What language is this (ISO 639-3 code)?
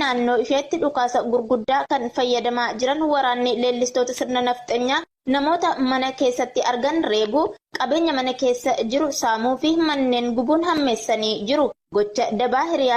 orm